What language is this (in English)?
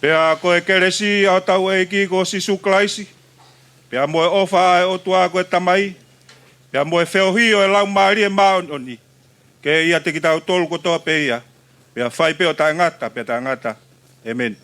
Tongan